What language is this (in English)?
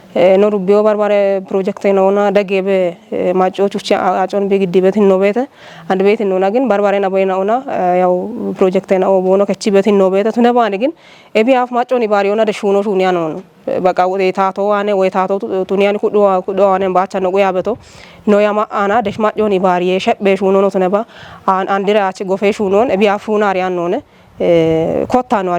Kafa